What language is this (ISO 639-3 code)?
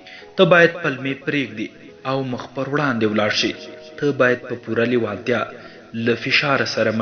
pus